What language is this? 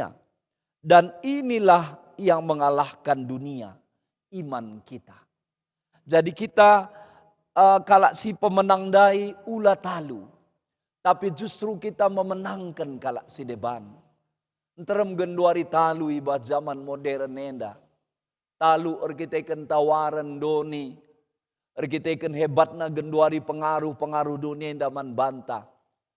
Batak Karo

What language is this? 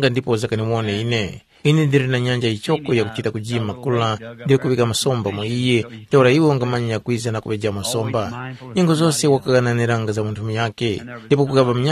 Tumbuka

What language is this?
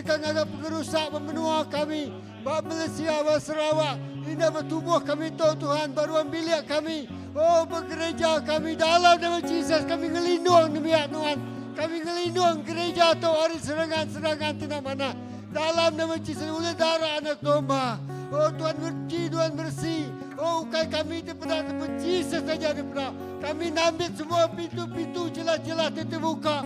Iban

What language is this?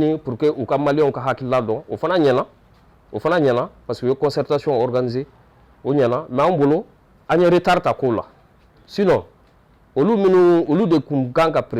Bambara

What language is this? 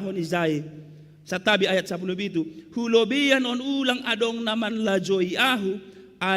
Batak Simalungun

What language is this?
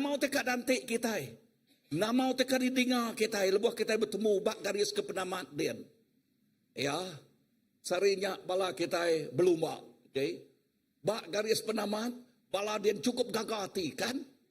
Iban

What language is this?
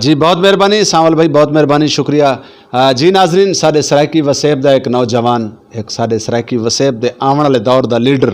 Saraiki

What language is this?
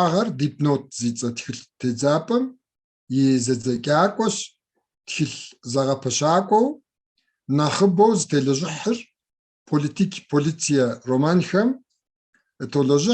Kabardian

